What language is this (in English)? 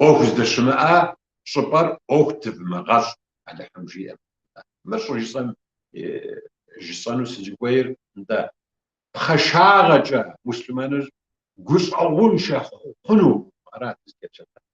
Kabardian